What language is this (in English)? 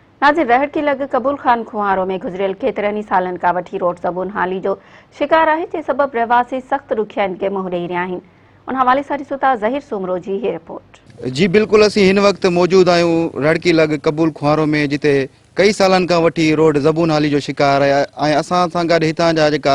Sindhi